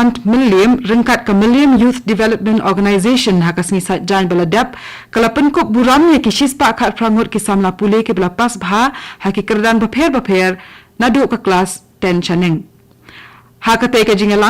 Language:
Khasi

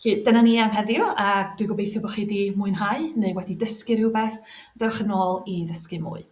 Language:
Welsh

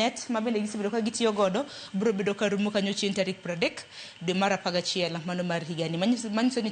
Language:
Luo (Kenya and Tanzania)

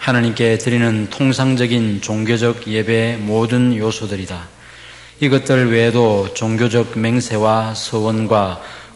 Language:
Korean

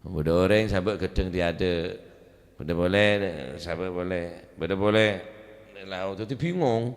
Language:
Madurese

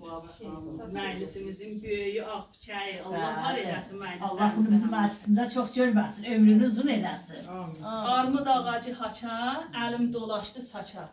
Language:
South Azerbaijani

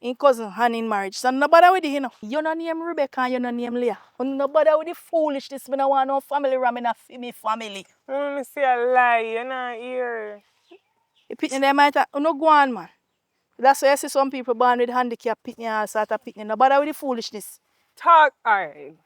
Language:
Jamaican Creole English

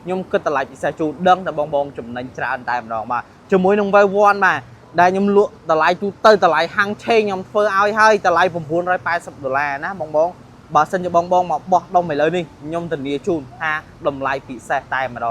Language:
Khmer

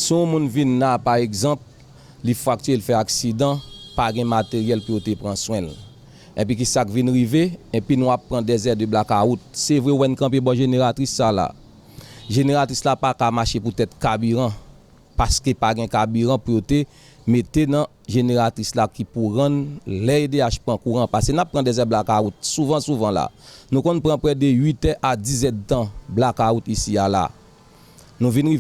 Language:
Haitian Creole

